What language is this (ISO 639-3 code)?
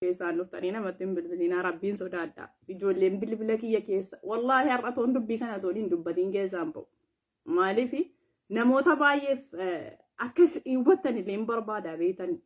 orm